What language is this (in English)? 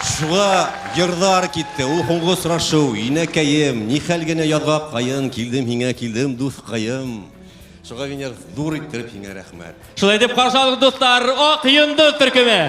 Bashkir